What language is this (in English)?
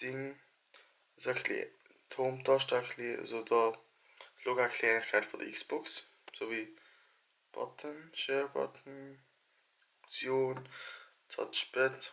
Swiss German